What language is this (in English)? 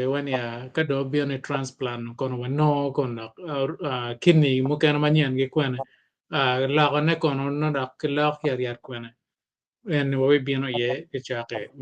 Acoli